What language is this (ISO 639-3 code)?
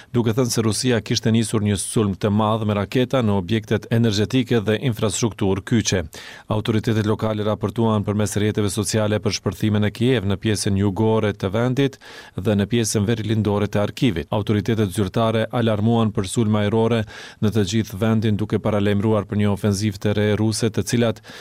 sqi